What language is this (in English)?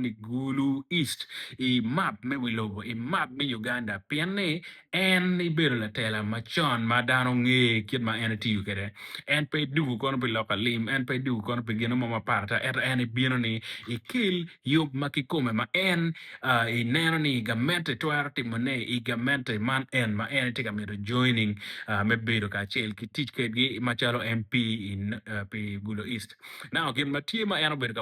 Acoli